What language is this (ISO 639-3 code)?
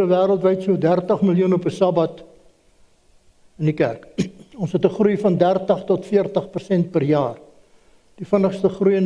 afr